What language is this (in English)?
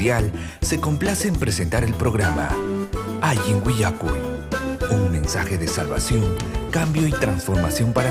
Ayacucho Quechua